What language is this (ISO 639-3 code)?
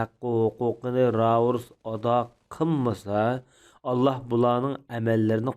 uig